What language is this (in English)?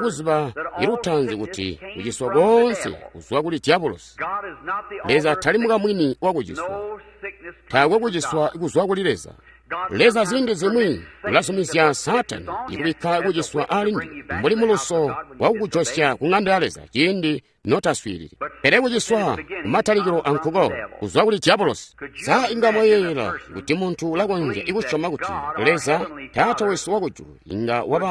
Tonga (Zambia)